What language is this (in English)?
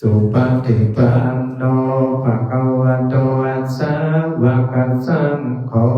Pali